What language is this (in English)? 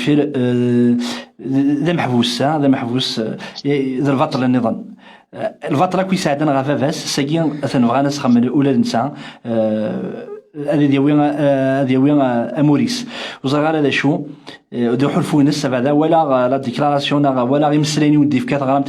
Kabyle